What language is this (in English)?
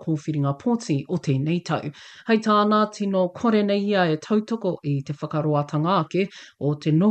Māori